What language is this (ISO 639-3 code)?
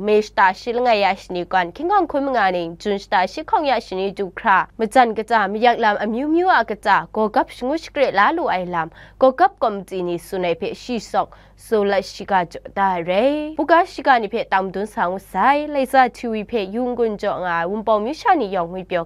kac